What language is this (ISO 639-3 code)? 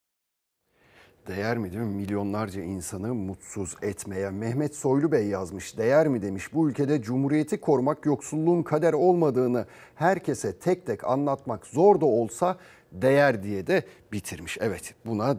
tur